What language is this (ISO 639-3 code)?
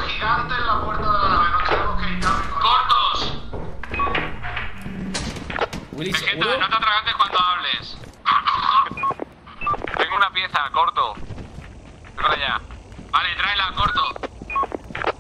spa